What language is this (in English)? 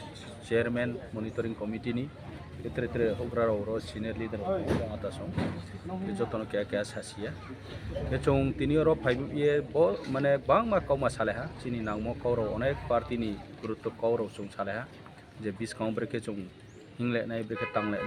Kok Borok